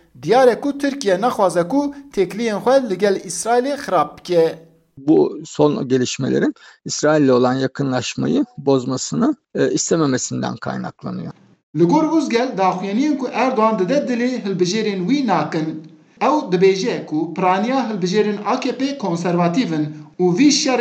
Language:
Kurdish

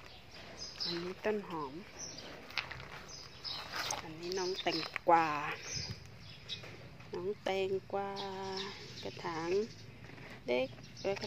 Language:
Thai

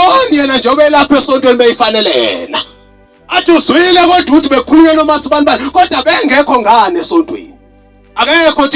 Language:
Zulu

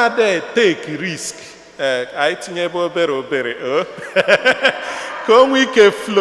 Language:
Igbo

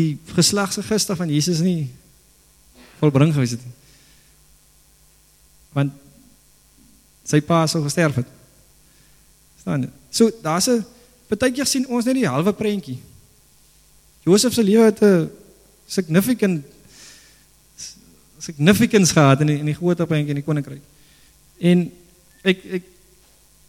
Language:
Afrikaans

